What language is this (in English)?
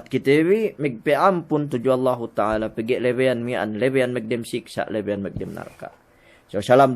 Yakan